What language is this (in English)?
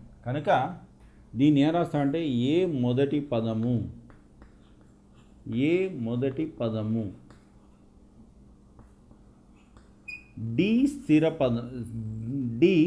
Telugu